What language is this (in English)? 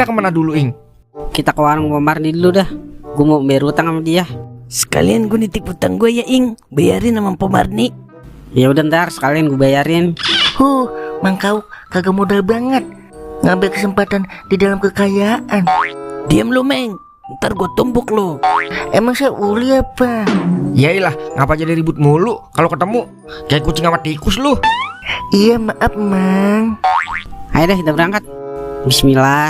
Betawi